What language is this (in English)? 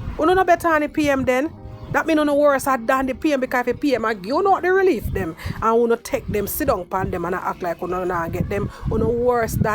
Jamaican Creole English